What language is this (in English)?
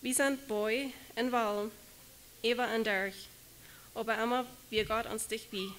Plautdietsch